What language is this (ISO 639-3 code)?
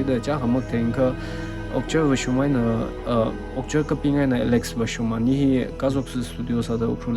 nmf